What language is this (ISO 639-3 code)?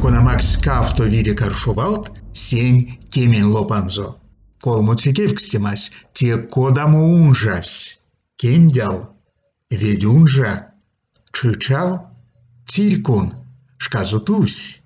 myv